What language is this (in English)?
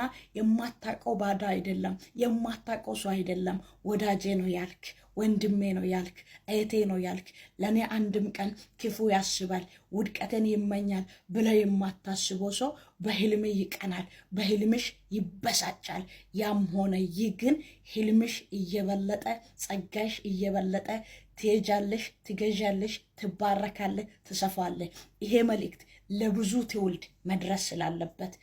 Amharic